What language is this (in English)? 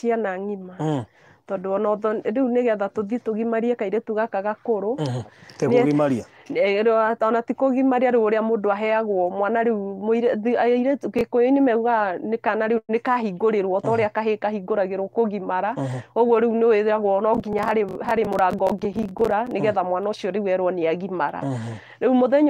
Kikuyu